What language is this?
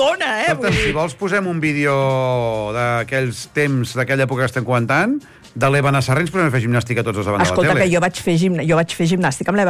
Catalan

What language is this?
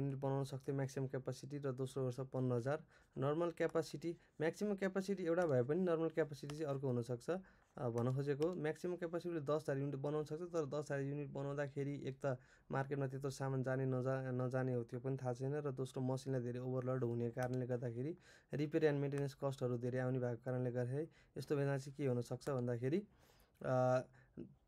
Nepali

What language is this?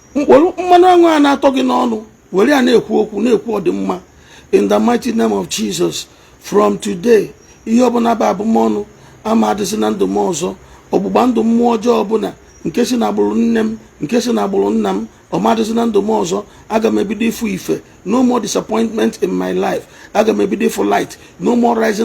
Igbo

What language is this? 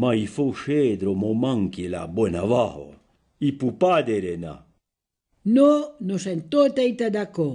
Arpitan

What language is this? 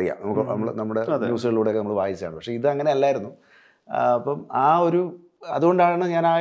Malayalam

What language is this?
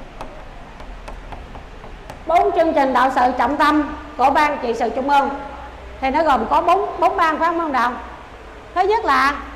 Vietnamese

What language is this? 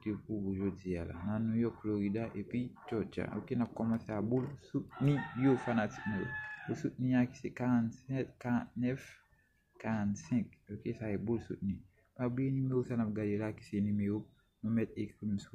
Haitian Creole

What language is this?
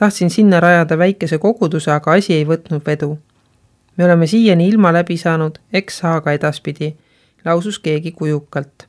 Estonian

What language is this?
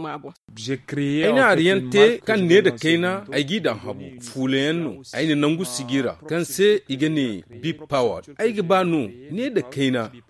Zarma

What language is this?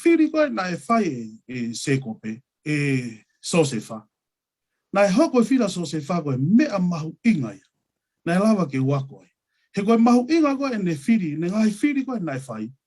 Tongan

